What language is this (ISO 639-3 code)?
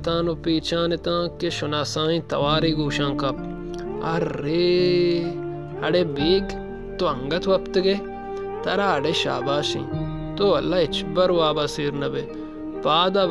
bal